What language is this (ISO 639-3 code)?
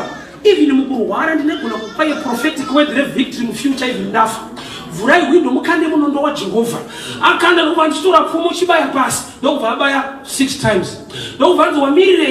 sna